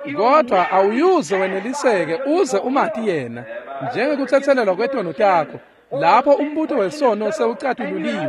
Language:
Swati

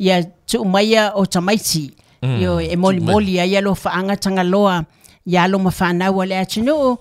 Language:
Samoan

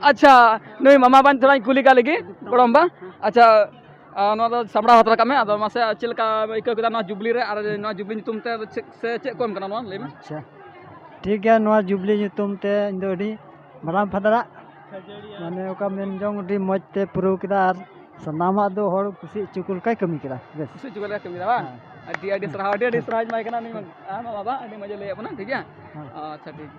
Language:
Santali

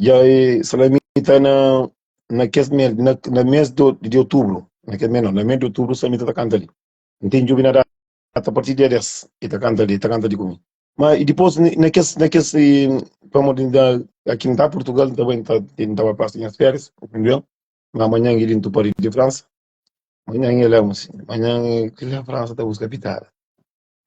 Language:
Kabuverdianu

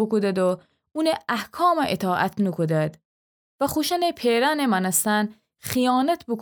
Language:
Gilaki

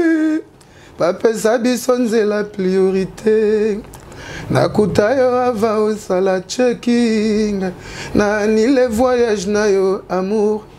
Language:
Lingala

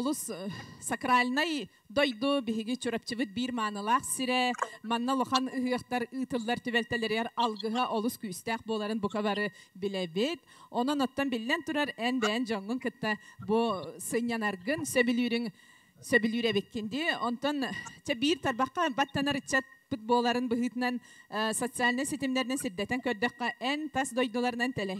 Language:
Yakut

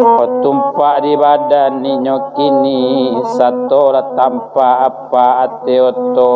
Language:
Minangkabau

